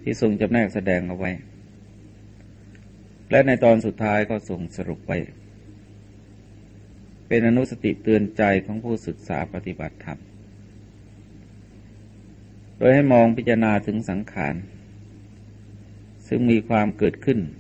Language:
Thai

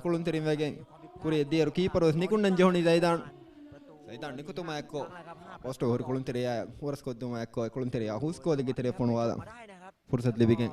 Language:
Divehi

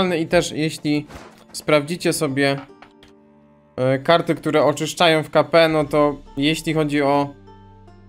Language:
Polish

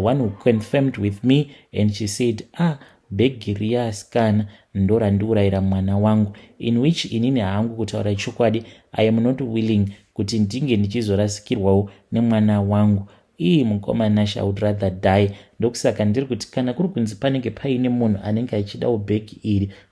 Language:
Shona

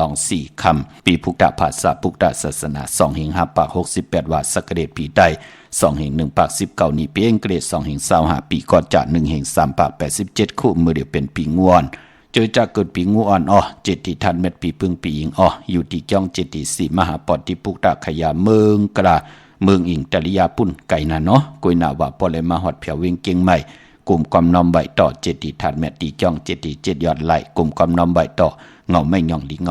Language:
Shan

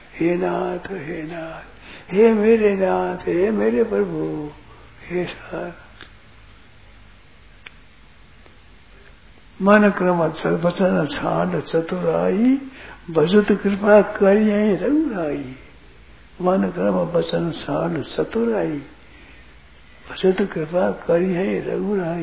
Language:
Hindi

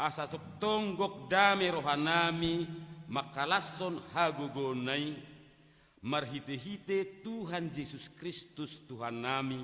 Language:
Batak Toba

